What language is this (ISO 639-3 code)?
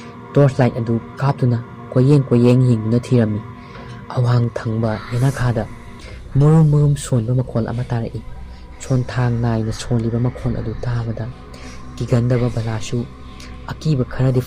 mni